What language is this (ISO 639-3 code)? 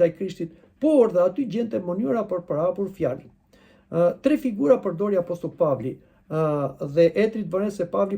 sqi